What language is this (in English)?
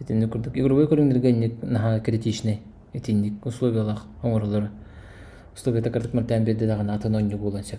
Yakut